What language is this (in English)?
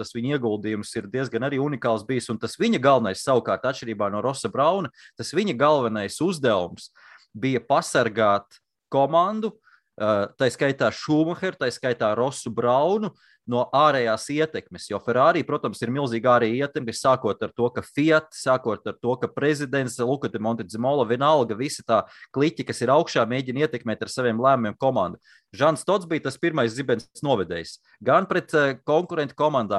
Latvian